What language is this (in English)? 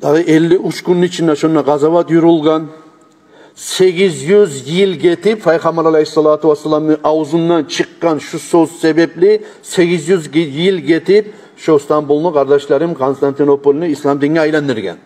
Kumyk